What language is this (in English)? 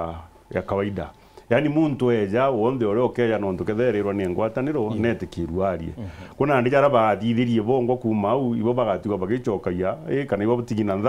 Meru